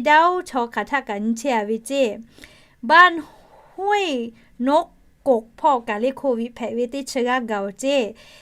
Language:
Lahu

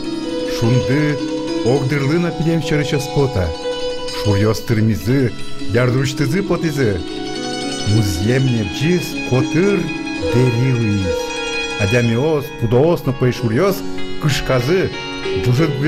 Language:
Udmurt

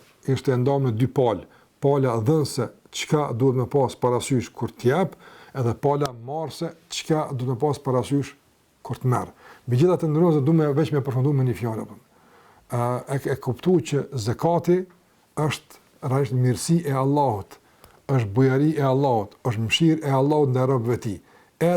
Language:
Albanian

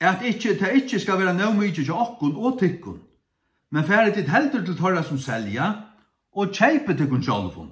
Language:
Faroese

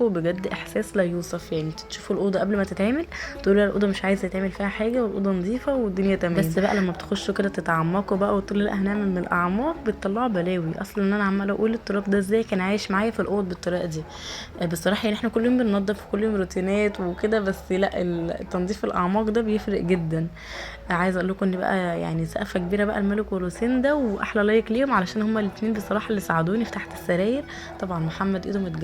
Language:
Egyptian Arabic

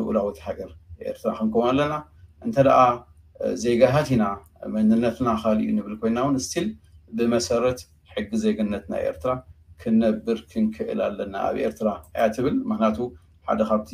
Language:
Tigrinya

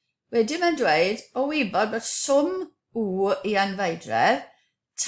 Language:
Welsh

